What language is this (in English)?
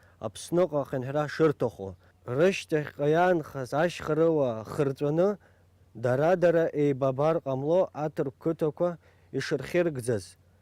Abkhazian